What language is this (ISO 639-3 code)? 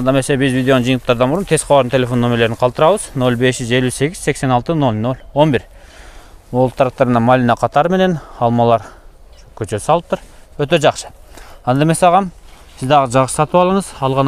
kir